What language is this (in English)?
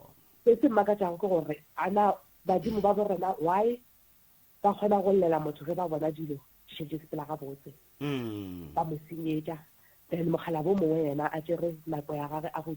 Northern Sotho